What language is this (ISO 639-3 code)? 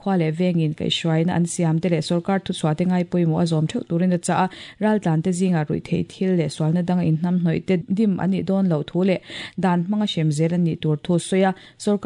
lus